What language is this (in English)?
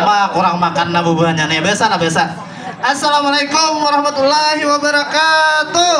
Banjar